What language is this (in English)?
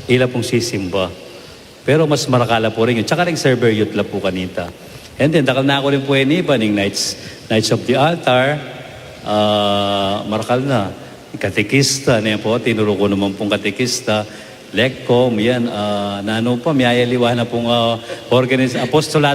Pampanga